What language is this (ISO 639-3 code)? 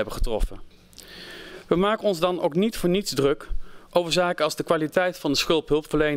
nld